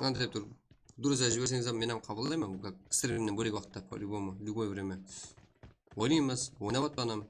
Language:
Kara-Kalpak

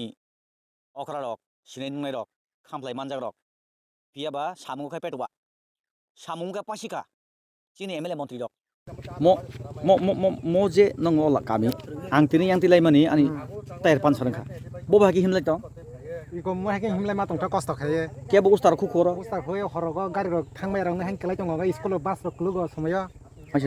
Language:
Kok Borok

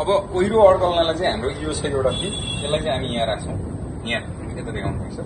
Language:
Nepali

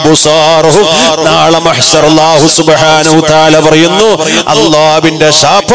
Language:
Malayalam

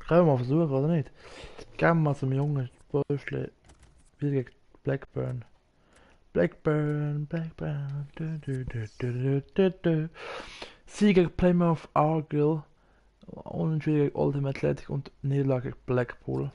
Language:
Swiss German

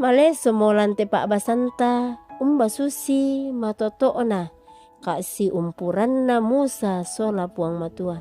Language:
Toraja-Sa'dan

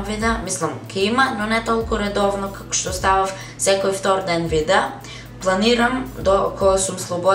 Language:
Macedonian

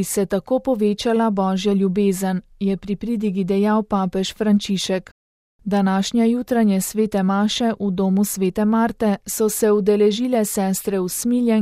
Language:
Slovenian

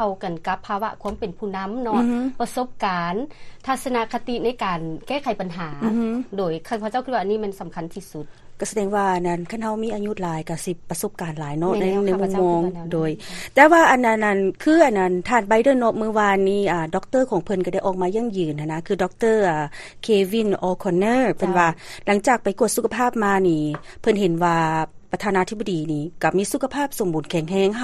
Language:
Lao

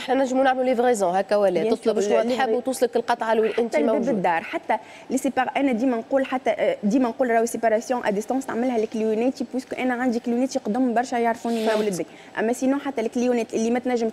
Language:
Tunisian Arabic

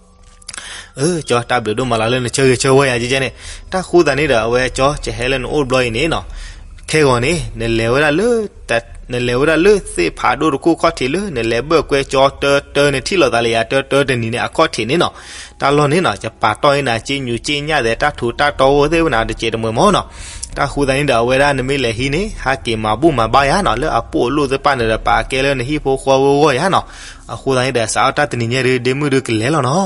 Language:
S'gaw Karen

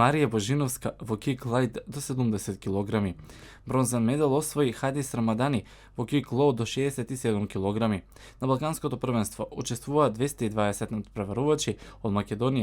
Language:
Macedonian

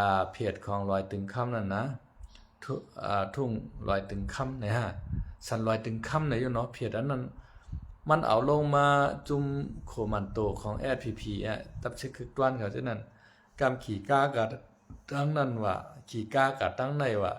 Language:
Shan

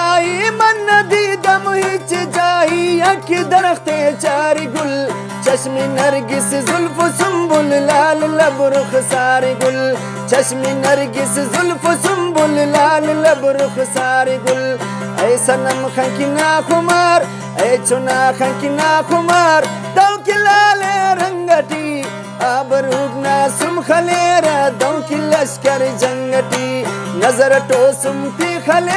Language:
Brahui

